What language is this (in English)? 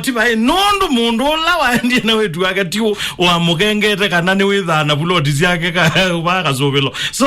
Kamba